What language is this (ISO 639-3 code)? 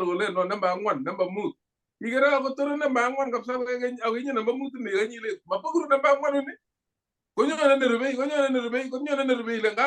kln